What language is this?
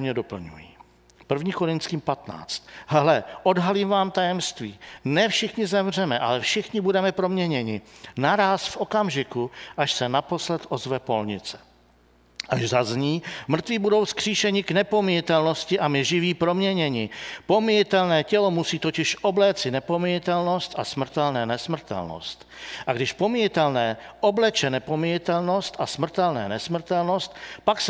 Czech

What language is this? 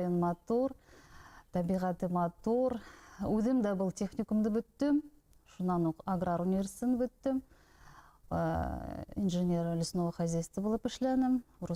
Bashkir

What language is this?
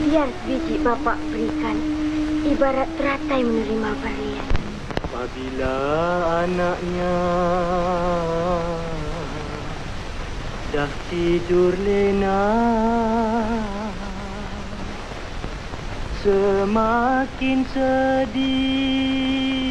Malay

